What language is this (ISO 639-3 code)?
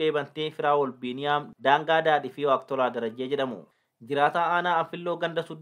orm